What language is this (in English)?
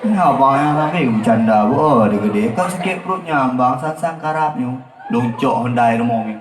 Achinese